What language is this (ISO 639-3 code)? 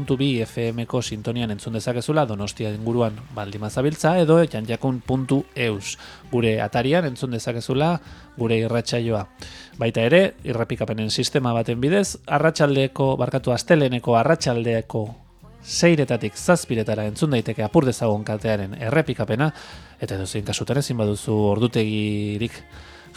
eus